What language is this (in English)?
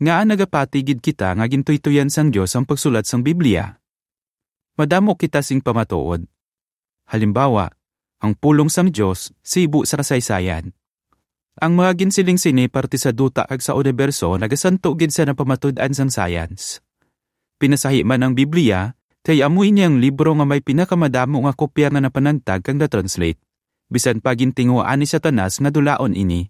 Hiligaynon